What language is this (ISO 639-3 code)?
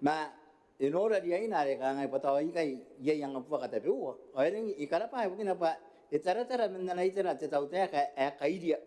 gil